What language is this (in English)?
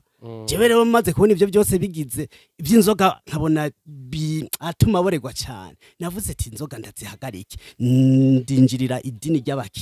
Rundi